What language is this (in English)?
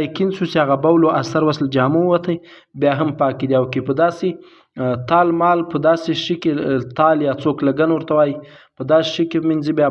Pashto